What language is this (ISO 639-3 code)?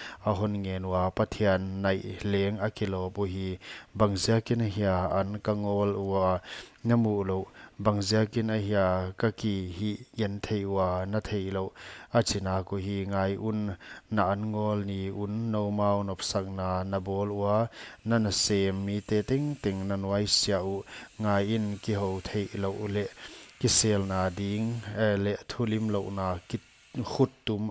pck